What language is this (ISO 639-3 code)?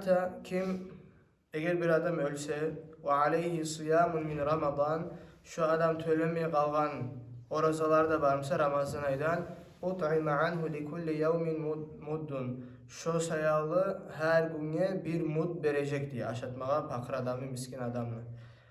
kum